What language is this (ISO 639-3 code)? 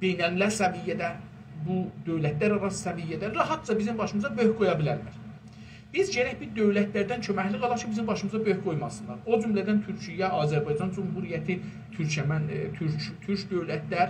azb